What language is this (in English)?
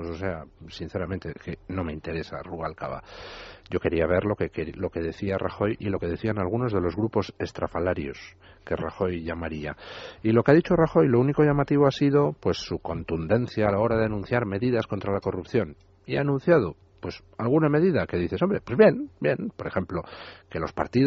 Spanish